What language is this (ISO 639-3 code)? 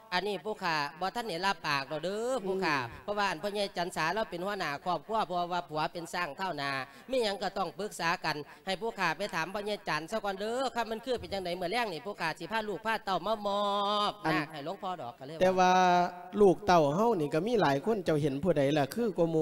lao